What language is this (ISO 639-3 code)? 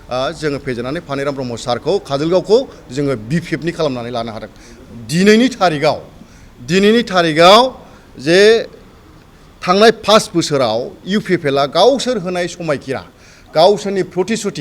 brx